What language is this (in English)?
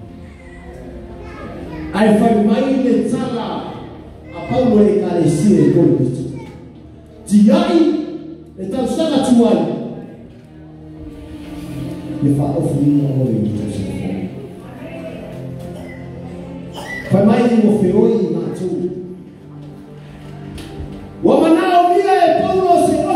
Samoan